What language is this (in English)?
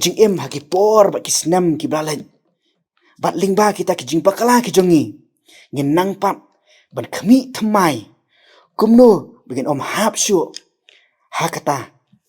Khasi